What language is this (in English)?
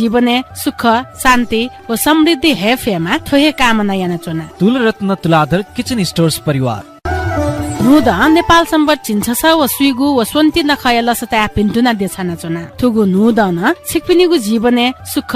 Newari